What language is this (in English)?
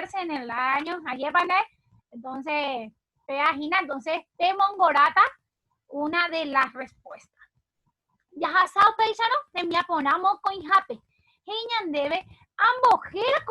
Guarani